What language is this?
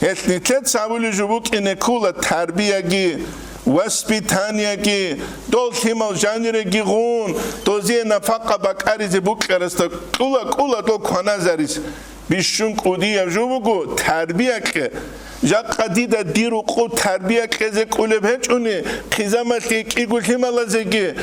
Avaric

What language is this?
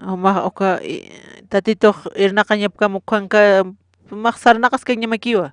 Aymara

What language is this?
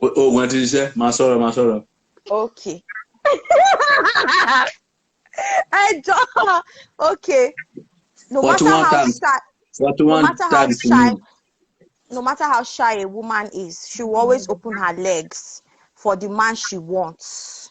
Yoruba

